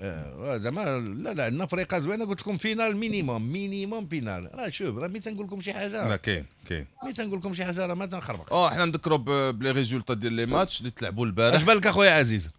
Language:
Moroccan Arabic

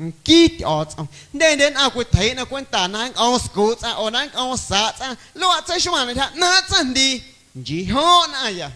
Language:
Guerrero Amuzgo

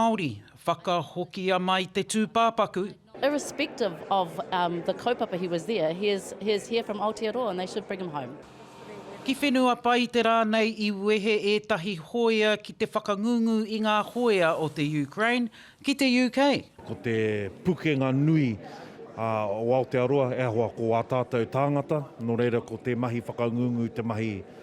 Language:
Māori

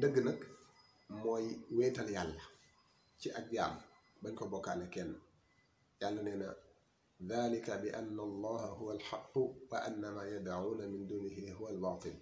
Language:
Wolof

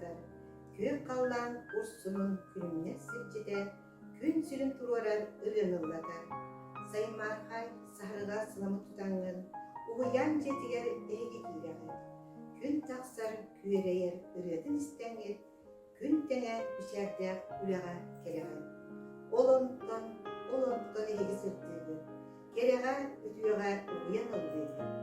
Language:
Yakut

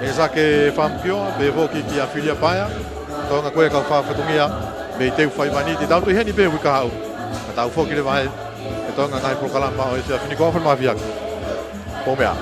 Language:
Tongan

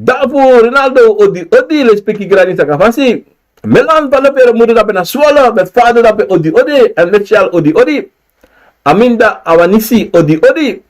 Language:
Sranan Tongo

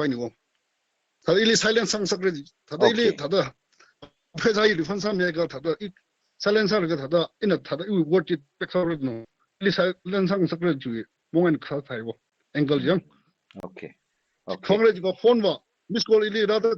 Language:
Tangkhul Naga (India)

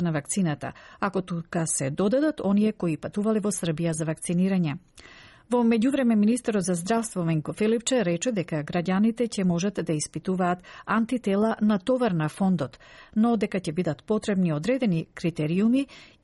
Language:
Macedonian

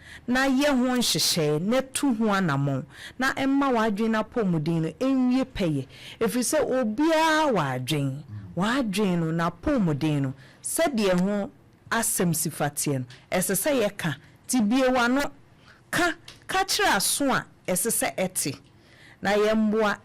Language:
Akan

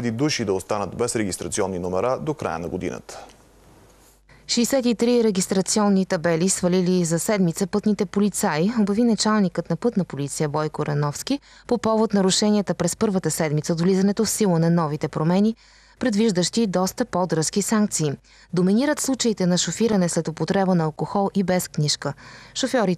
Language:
Bulgarian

